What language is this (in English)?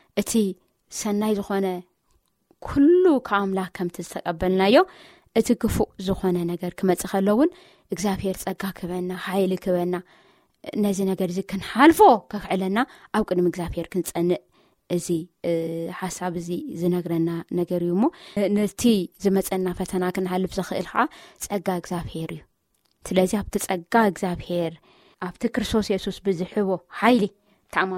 Tigrinya